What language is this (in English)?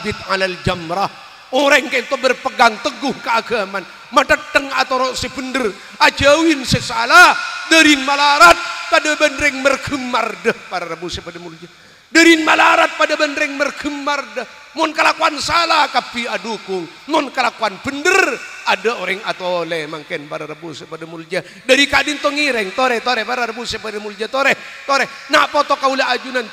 Madurese